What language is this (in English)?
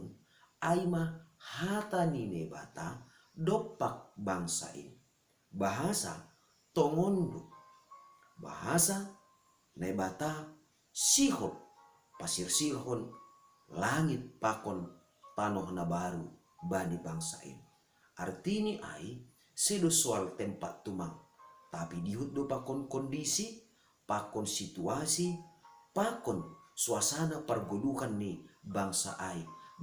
Batak Simalungun